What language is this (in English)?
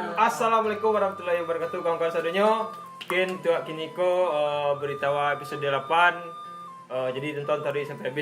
Minangkabau